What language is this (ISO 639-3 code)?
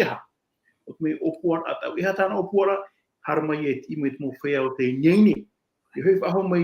tah